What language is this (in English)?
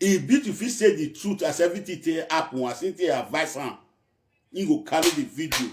Nigerian Pidgin